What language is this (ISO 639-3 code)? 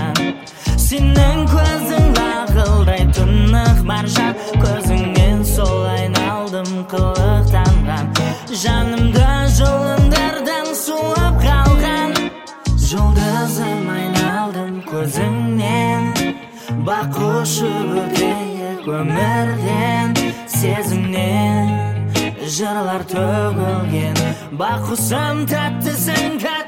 kaz